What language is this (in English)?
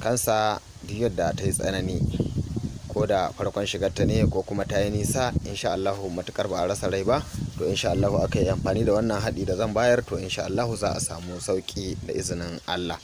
Hausa